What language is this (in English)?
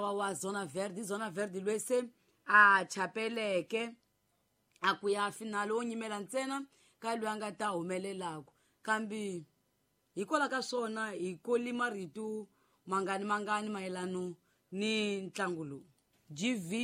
Tsonga